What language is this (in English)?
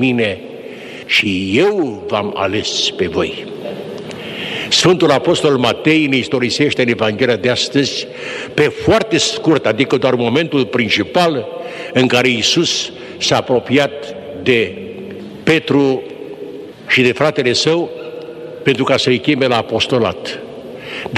Romanian